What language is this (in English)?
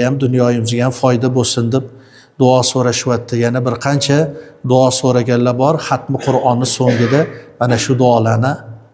Uzbek